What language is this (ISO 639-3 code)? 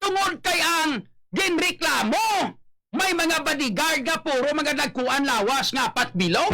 hil